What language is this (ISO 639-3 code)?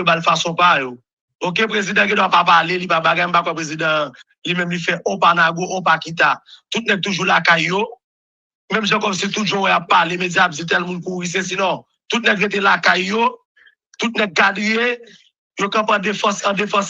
hat